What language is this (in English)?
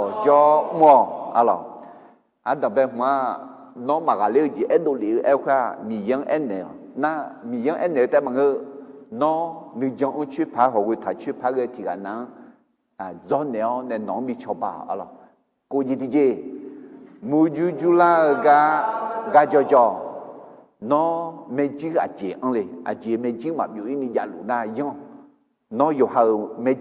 Akha